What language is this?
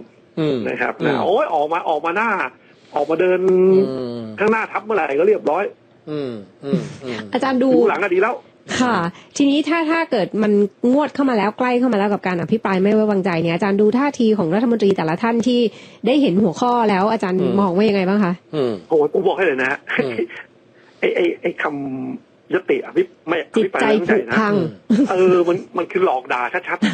Thai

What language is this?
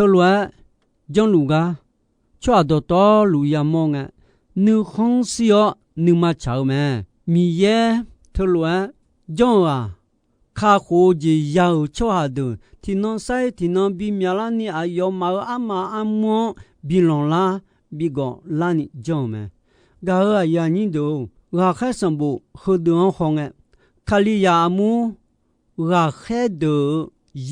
Akha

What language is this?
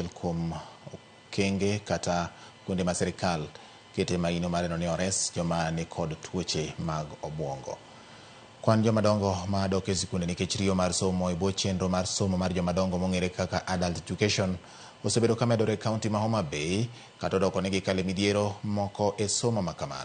Luo (Kenya and Tanzania)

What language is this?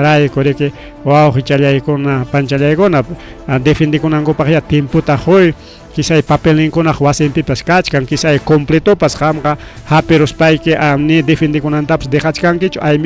Ayacucho Quechua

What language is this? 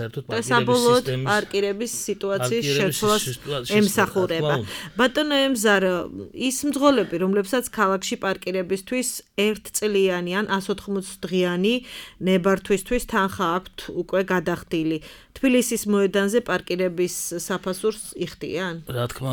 Georgian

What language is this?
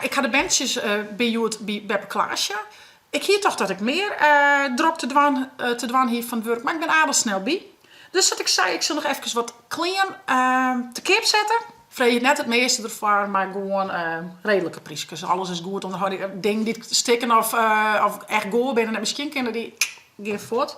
Western Frisian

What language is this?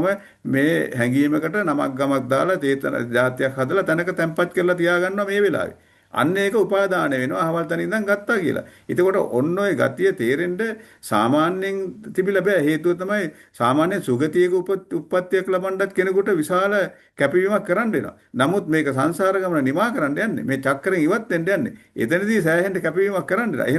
Sinhala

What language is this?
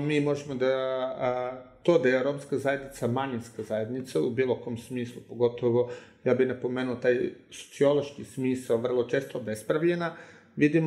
Serbian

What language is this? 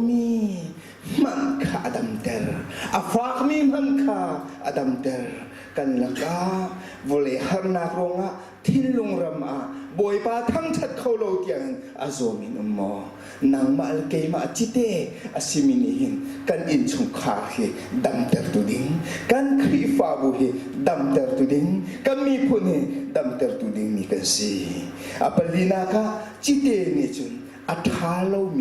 Hakha Chin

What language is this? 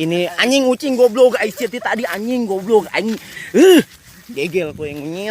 Sundanese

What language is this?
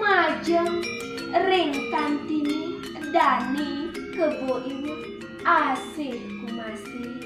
Balinese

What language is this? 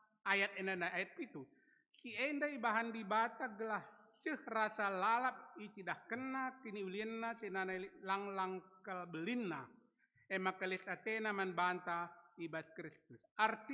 Batak Karo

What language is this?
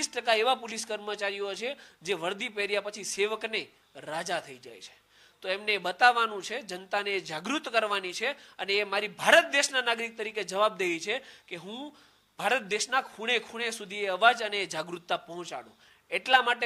Gujarati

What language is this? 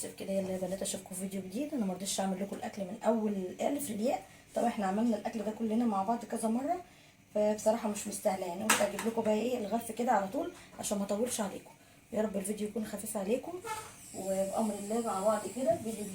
Egyptian Arabic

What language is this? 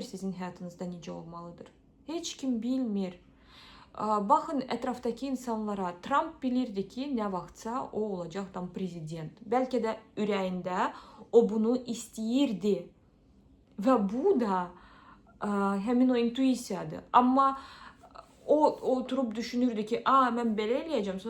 Azerbaijani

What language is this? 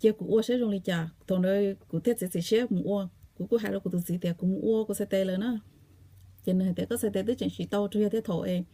Hmong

